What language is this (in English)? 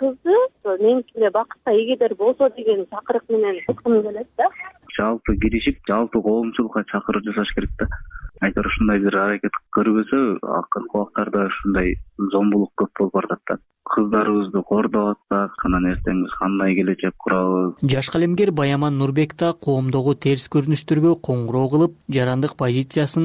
Kyrgyz